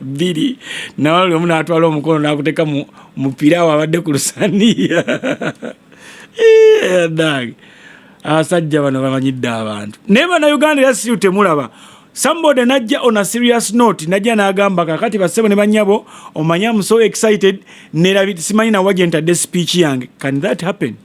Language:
Ganda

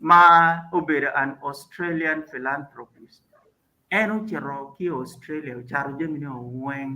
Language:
Acoli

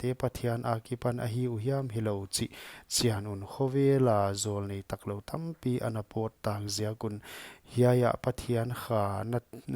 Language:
Paite Chin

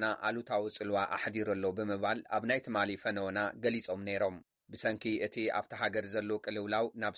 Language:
Tigrinya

